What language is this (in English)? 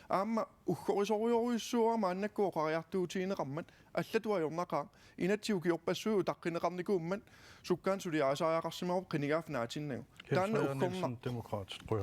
Kalaallisut